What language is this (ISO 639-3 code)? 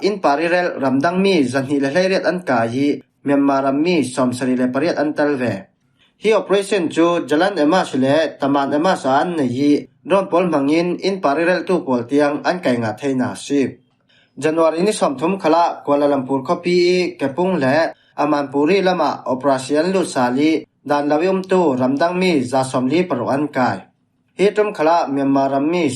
cfm